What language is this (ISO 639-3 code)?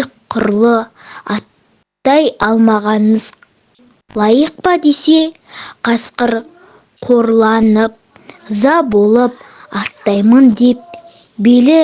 kaz